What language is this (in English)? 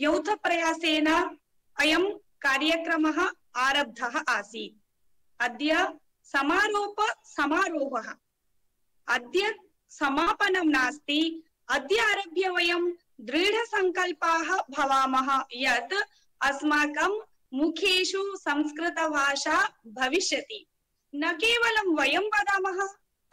Sanskrit